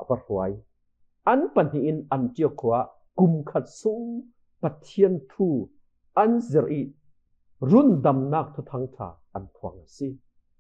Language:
Falam Chin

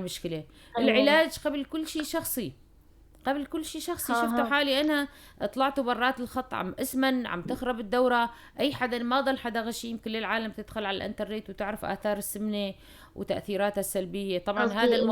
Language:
North Levantine Arabic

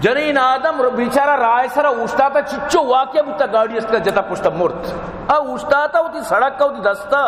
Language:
Baluchi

